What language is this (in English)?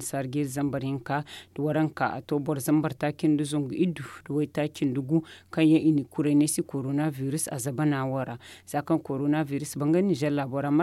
Zarma